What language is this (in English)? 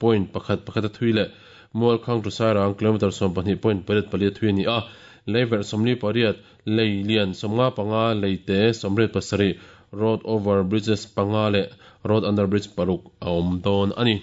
Mizo